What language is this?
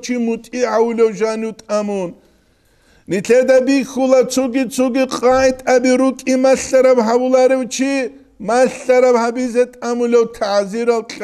Avaric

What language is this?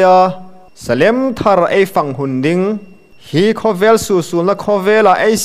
Hmar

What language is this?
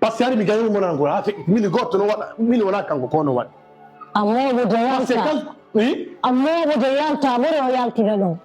Fula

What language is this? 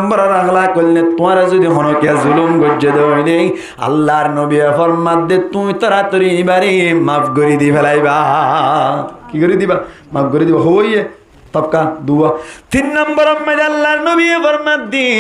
Rohingya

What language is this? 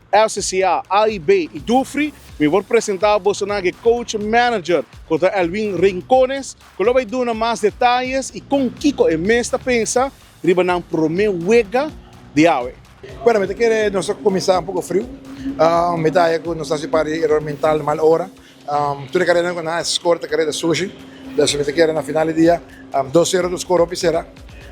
Papiamento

